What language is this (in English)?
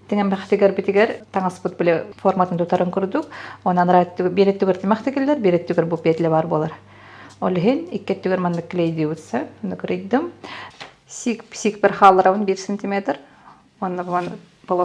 Yakut